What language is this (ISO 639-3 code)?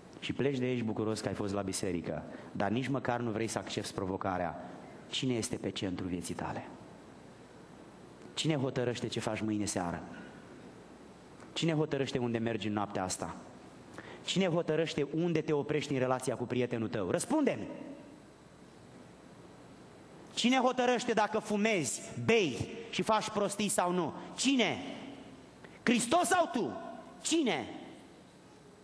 ron